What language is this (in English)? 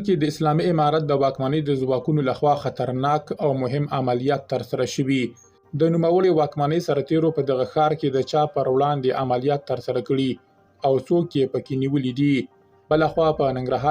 Pashto